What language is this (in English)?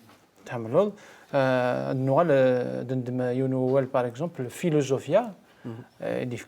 Kabyle